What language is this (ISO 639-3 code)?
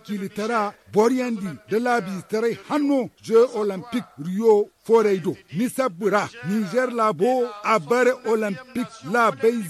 dje